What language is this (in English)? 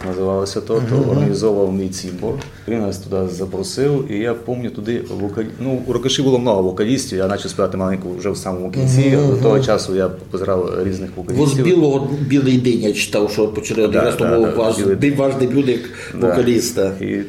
Rusyn